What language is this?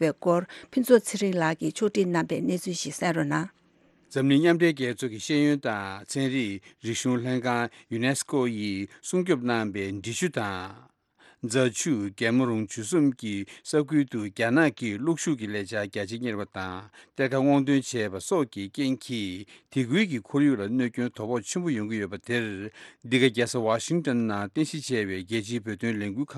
Tibetan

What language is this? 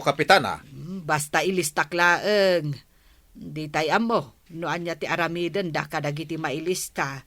Iloko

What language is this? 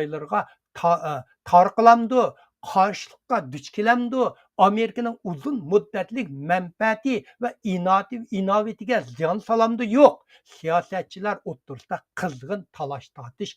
Uyghur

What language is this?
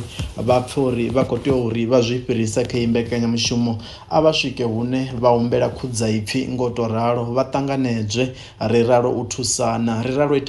Venda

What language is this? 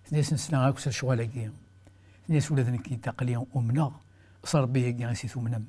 Kabyle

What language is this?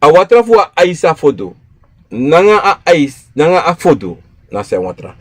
Sranan Tongo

